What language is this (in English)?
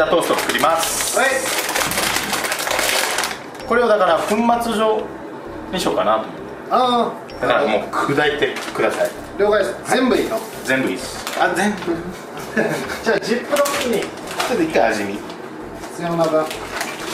Japanese